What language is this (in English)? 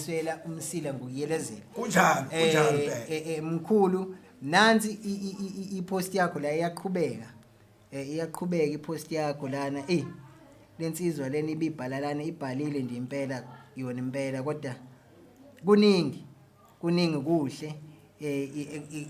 Zulu